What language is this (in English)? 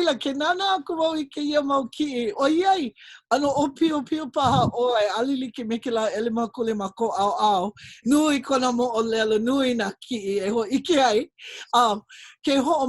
Hawaiian